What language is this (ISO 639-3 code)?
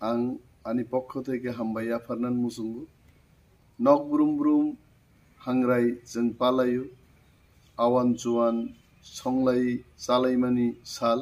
trp